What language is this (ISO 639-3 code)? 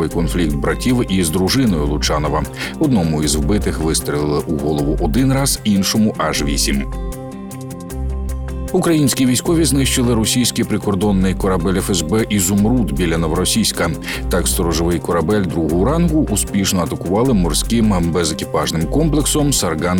ukr